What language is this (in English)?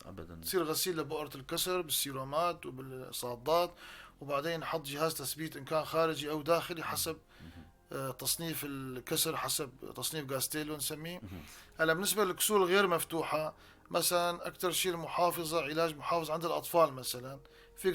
North Levantine Arabic